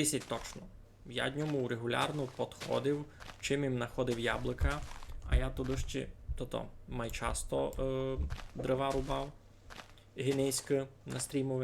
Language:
Rusyn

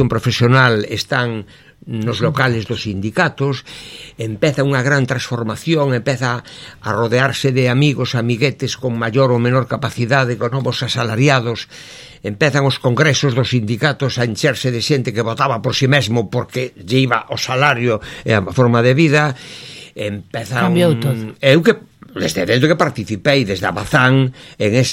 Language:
Galician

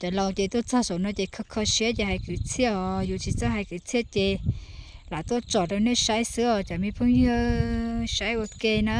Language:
Hmong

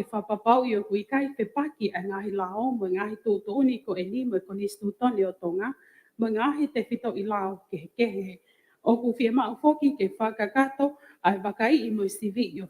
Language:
Tongan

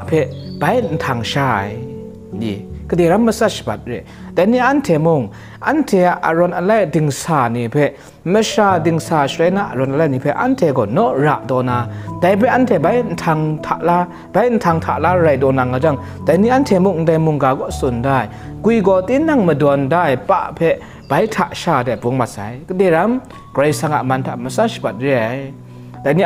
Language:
Kachin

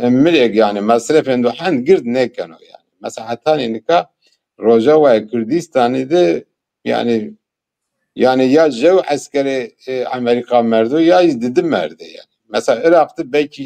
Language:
Zaza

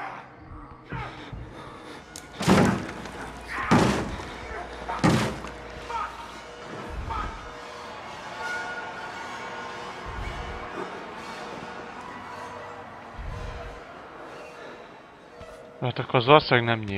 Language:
Hungarian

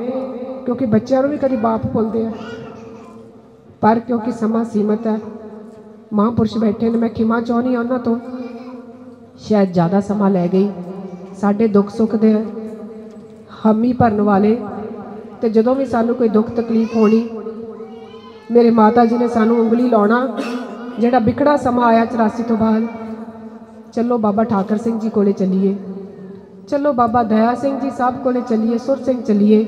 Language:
Punjabi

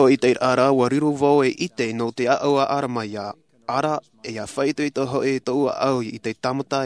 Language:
Tahitian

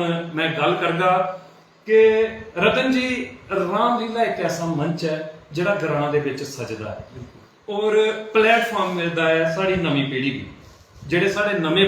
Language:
Dogri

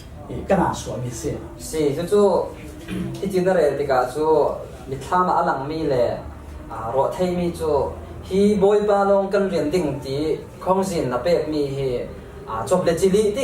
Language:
Falam Chin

